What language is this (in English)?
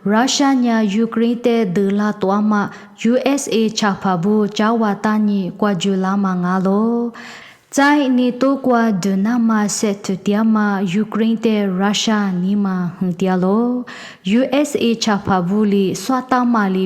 Lisu